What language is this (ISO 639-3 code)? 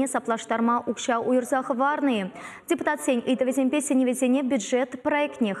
chv